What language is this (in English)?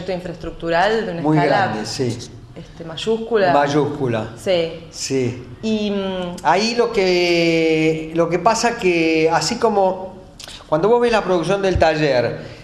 Spanish